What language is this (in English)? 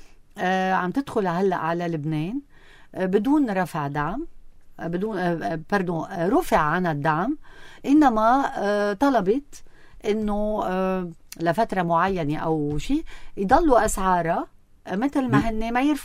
North Levantine Arabic